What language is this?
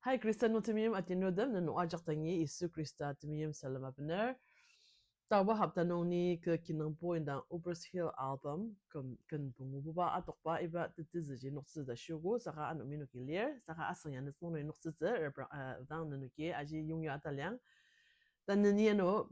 Ao Naga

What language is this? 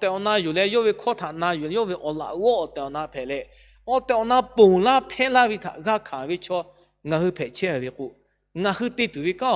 Lahu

